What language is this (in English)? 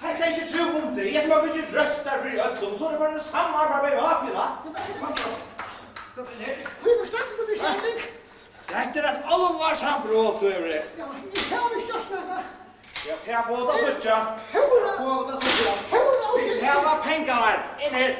Faroese